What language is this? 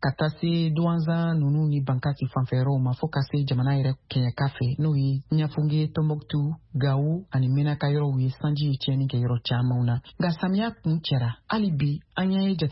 Bambara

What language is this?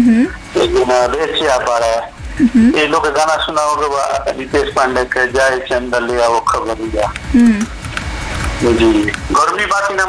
Bhojpuri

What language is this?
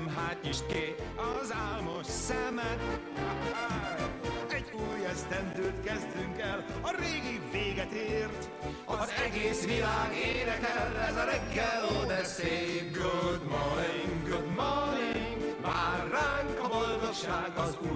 Hungarian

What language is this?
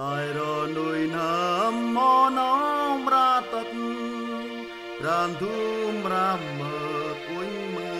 Central Mnong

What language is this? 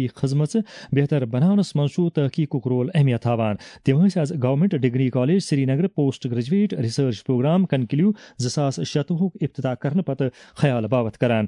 Kashmiri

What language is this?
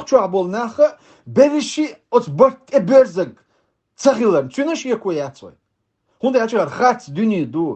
Chechen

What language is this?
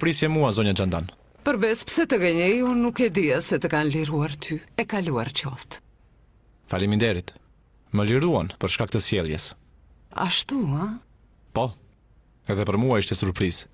Albanian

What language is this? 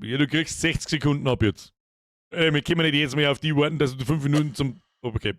Bavarian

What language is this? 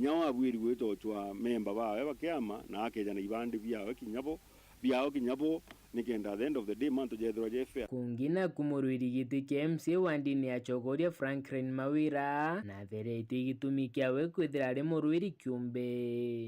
Meru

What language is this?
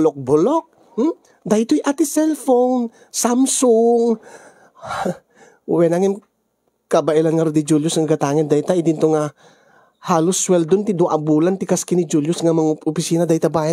Iloko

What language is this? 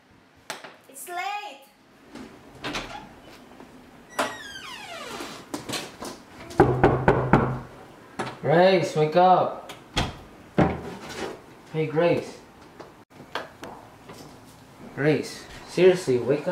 English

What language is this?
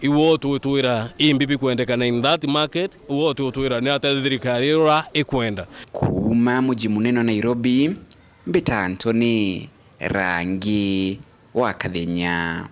Meru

